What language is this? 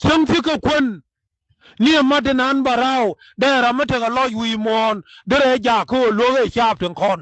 Nuer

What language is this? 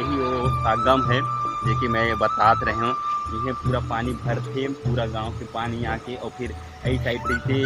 Chhattisgarhi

